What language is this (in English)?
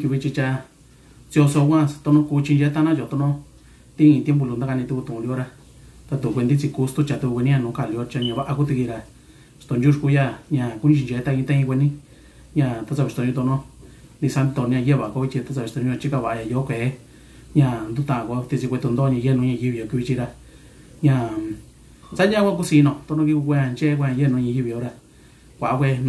Mixtepec Mixtec